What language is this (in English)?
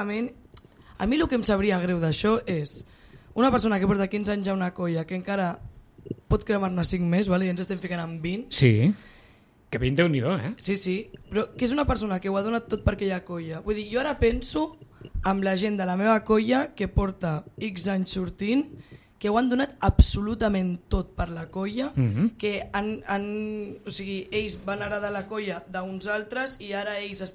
Catalan